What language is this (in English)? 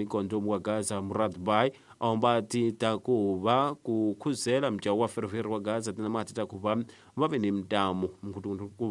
Tsonga